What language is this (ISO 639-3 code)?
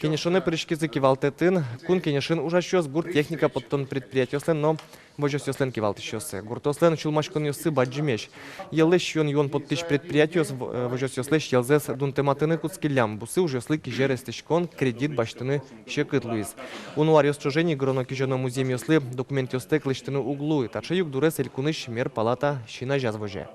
udm